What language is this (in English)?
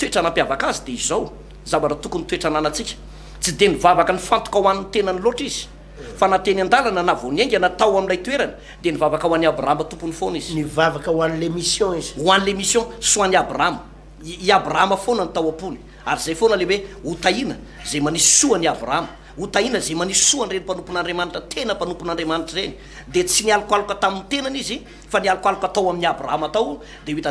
Malagasy